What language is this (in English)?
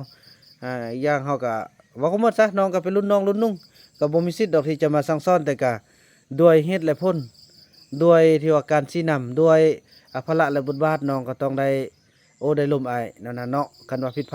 Lao